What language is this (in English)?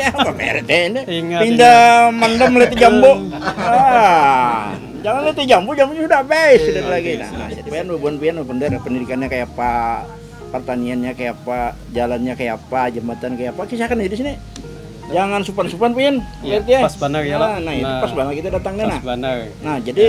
Banjar